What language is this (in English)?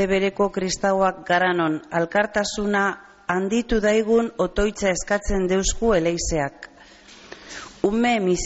Basque